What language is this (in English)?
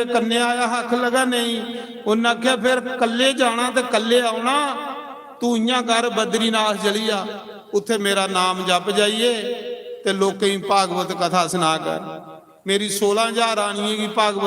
Dogri